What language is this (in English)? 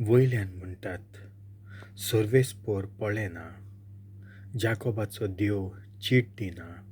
Konkani